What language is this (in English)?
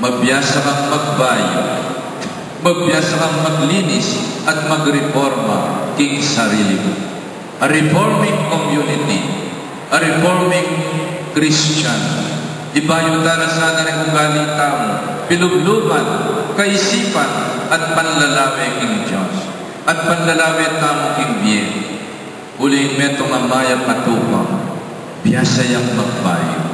Pampanga